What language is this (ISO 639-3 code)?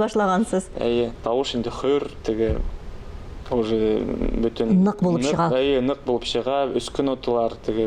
tat